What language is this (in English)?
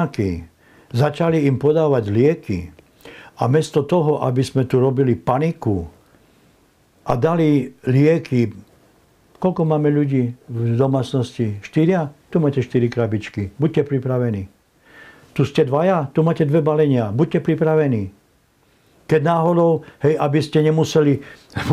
Slovak